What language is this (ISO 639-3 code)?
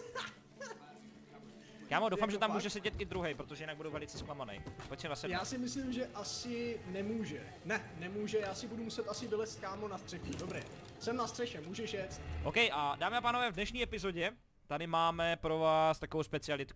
ces